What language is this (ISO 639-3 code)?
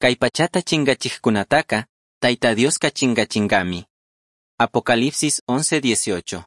qug